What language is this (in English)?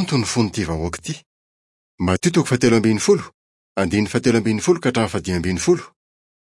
Malagasy